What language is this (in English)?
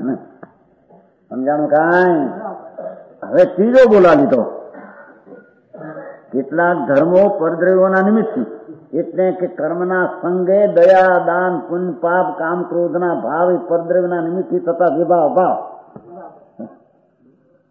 Gujarati